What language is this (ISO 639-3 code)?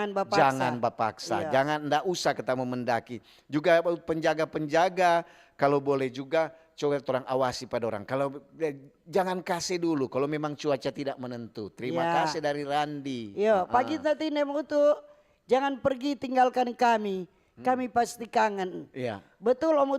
xmm